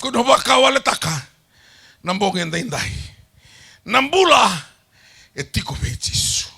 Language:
Fijian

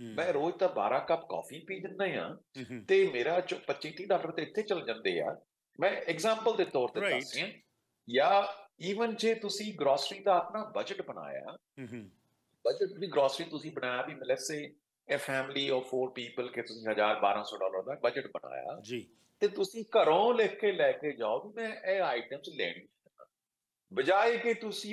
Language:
Punjabi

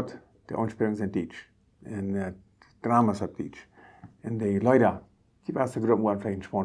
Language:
Plautdietsch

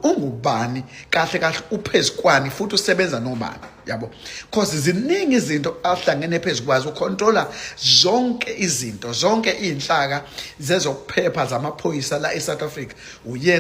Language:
Zulu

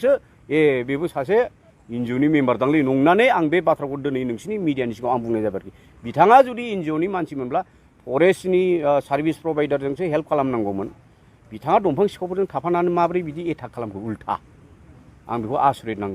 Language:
Bodo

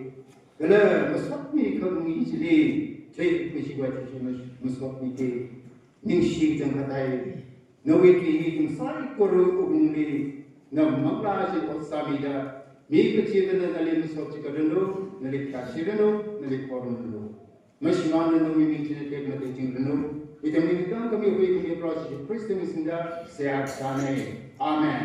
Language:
Tangkhul Naga (India)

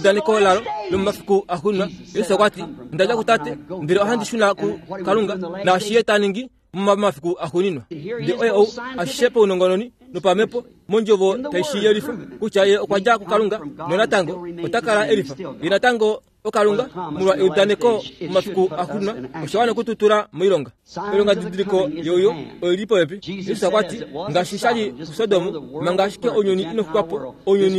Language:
Kuanyama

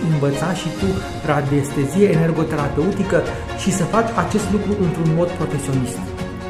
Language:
Romanian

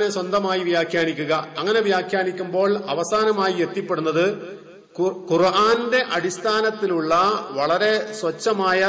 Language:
Malayalam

